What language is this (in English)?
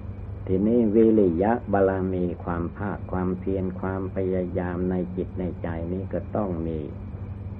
Thai